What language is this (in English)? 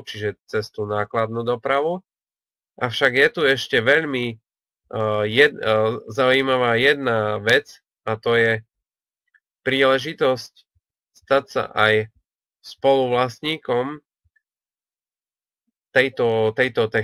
Slovak